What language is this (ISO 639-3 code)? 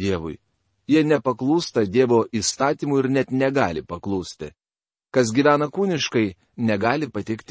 lit